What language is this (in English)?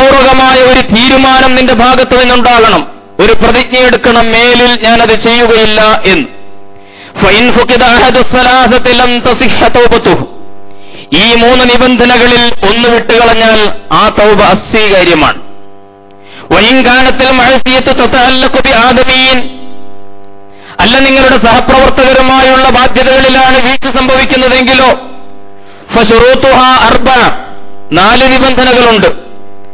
Malayalam